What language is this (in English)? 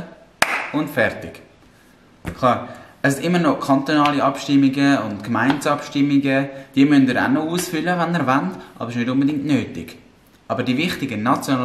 Swiss German